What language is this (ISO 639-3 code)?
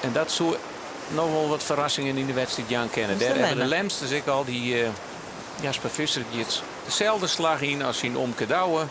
fry